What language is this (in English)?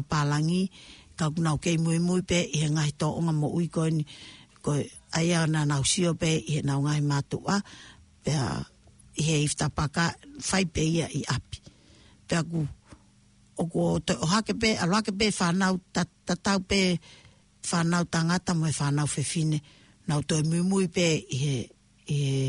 Tongan